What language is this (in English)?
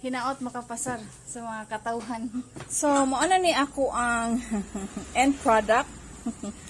Cebuano